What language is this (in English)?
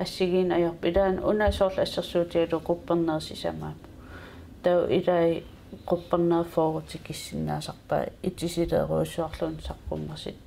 Kalaallisut